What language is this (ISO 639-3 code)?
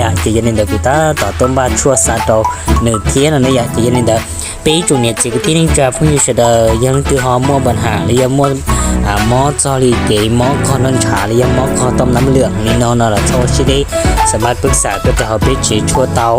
hmn